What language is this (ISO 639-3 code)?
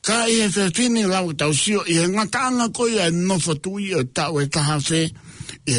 ton